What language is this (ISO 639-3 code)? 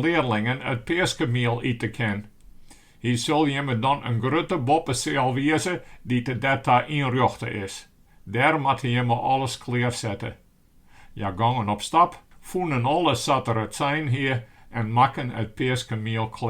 fry